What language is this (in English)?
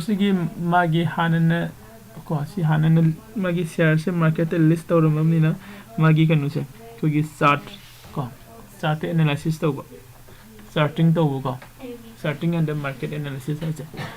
Manipuri